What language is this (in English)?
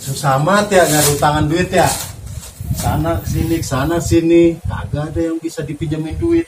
Betawi